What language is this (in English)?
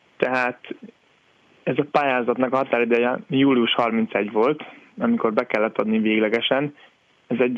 Hungarian